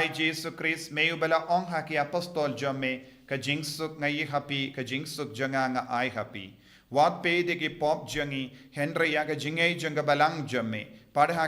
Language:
Khasi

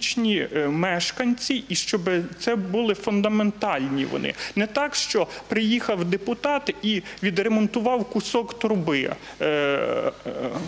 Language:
Ukrainian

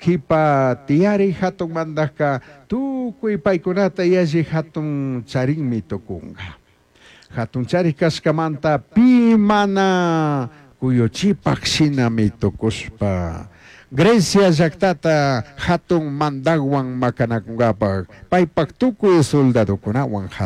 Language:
Chimborazo Highland Quichua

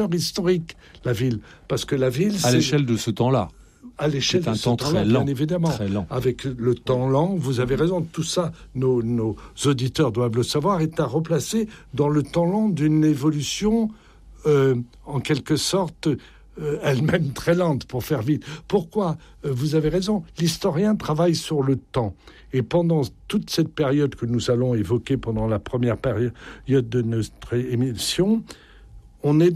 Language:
French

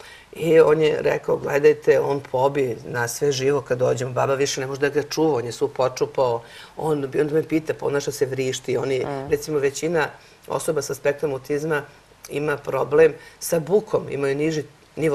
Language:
Serbian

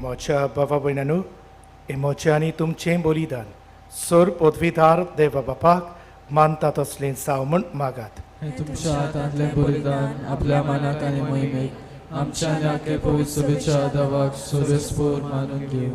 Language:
Konkani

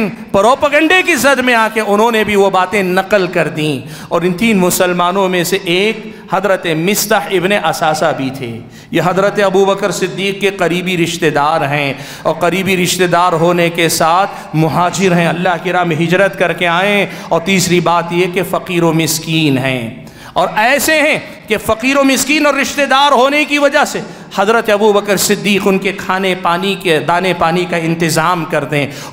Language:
Urdu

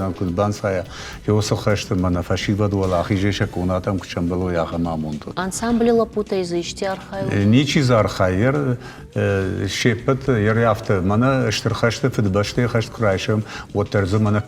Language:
Ossetic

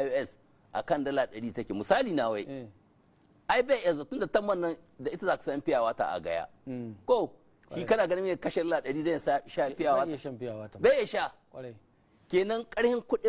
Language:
Hausa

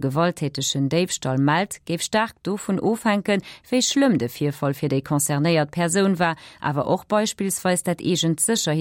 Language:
Luxembourgish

